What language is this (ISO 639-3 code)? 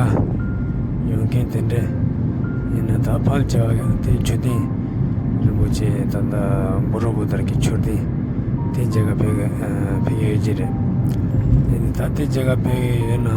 bod